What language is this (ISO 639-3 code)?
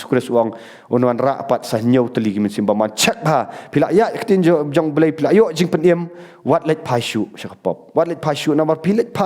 kha